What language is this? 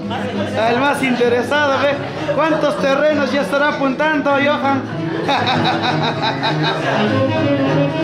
Spanish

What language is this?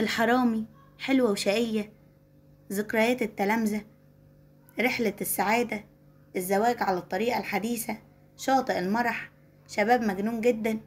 Egyptian Arabic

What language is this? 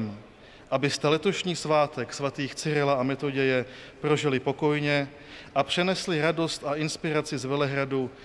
Czech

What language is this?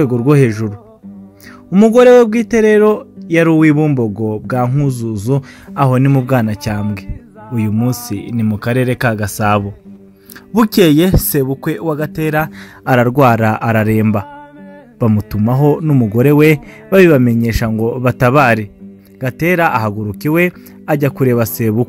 Kinyarwanda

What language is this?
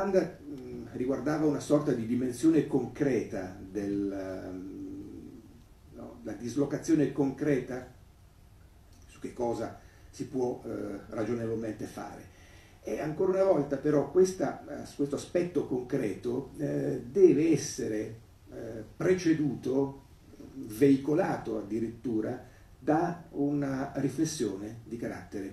Italian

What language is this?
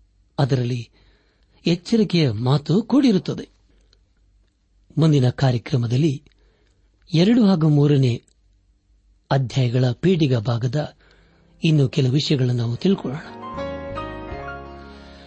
Kannada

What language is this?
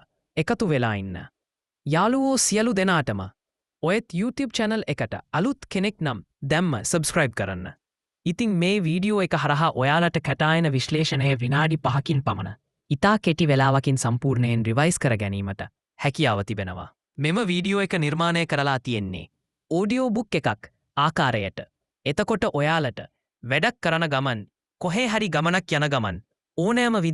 Sinhala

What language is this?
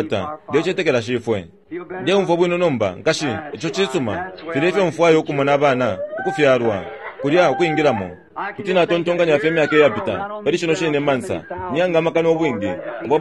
Bemba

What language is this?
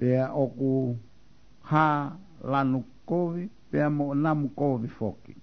Tongan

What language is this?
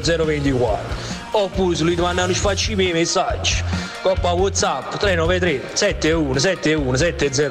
Italian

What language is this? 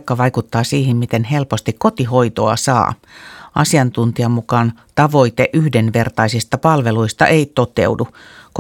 Finnish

